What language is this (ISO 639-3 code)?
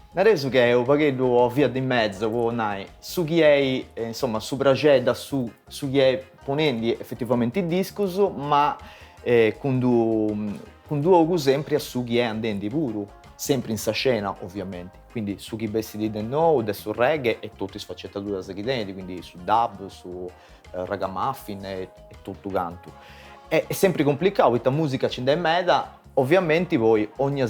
srd